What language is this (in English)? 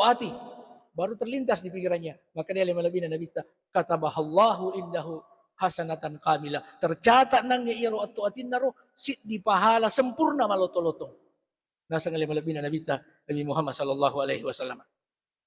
Buginese